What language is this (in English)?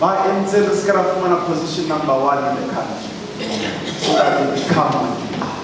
Southern Sotho